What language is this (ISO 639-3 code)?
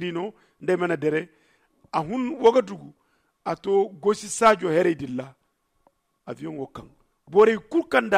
dje